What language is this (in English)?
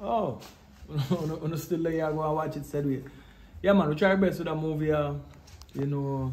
Jamaican Creole English